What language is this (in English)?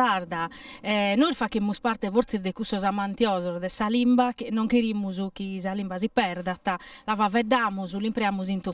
Sardinian